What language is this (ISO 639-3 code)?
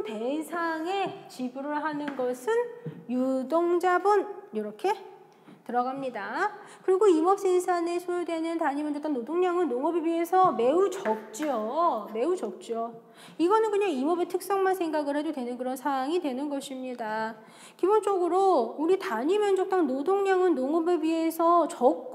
kor